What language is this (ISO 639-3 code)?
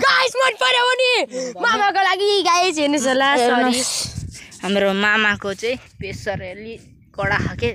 nep